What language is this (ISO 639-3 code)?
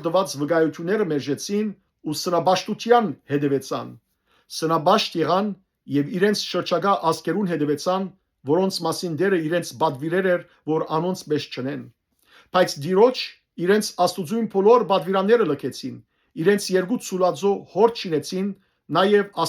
hyw